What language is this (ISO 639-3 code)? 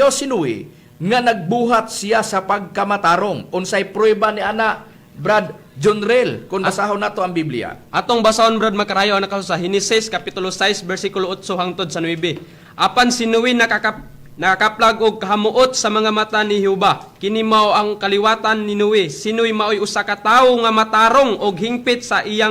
ceb